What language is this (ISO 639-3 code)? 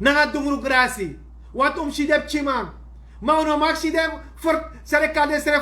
srn